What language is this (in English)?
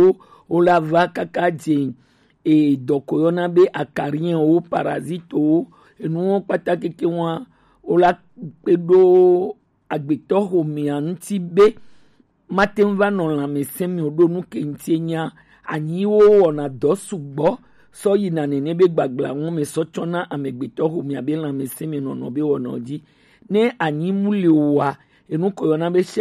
Gen